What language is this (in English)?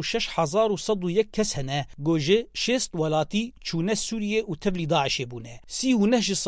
Kurdish